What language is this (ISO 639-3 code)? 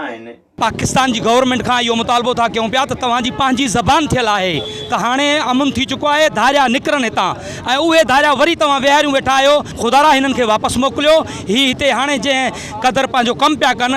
snd